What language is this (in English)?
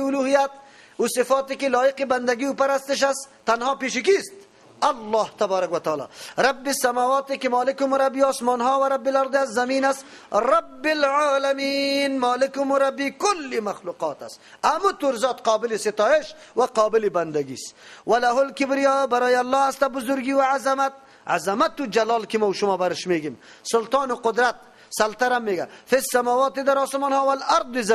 Persian